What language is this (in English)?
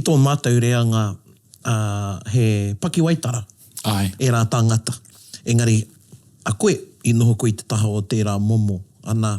Māori